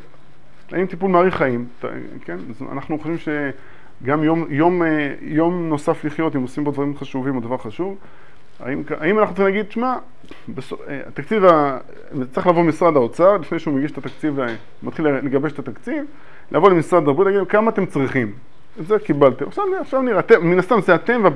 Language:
Hebrew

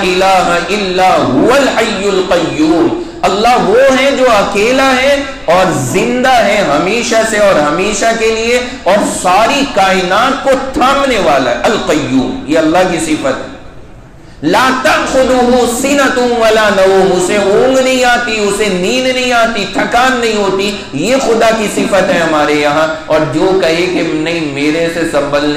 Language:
Urdu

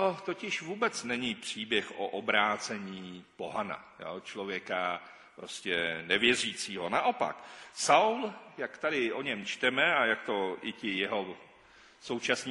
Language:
Czech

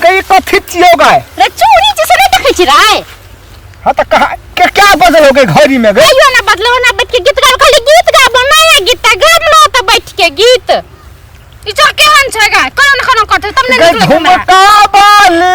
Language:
Maithili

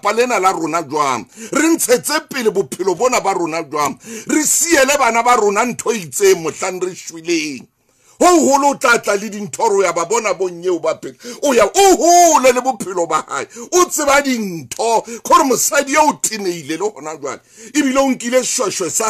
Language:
Southern Sotho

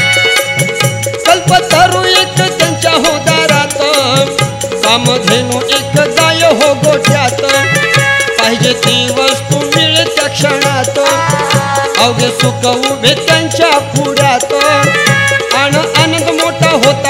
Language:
Marathi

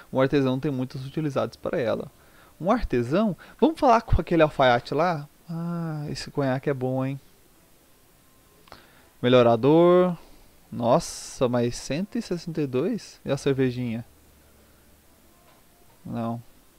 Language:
Portuguese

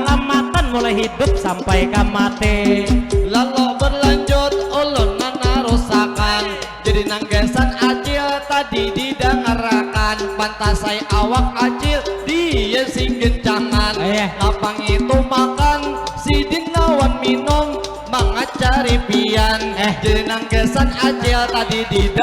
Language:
Banjar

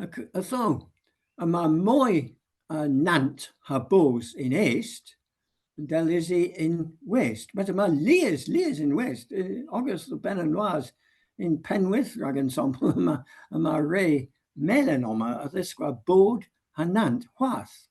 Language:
Cornish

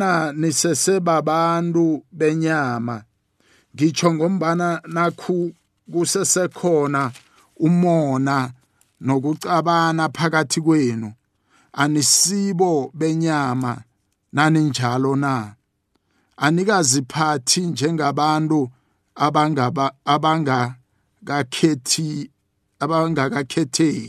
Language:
South Ndebele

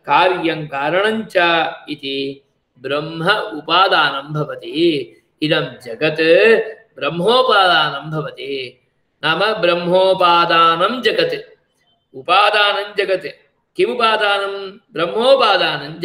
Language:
Sanskrit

